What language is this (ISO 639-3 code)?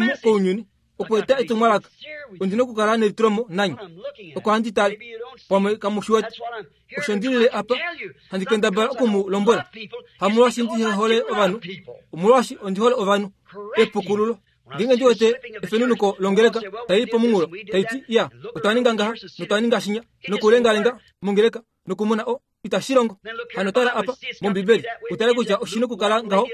kua